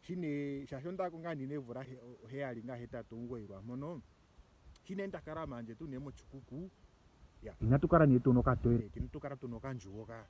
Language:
Ndonga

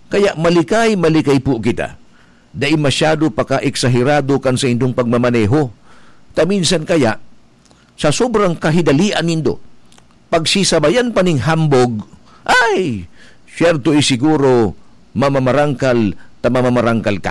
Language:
Bikol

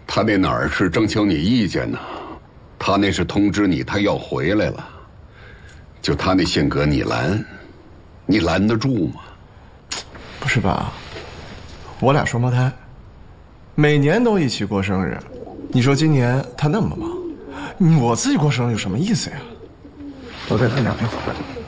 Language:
Chinese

